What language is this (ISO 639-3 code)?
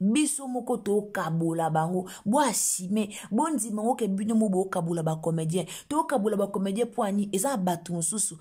lin